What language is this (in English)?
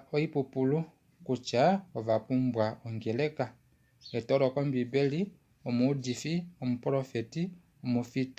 Kuanyama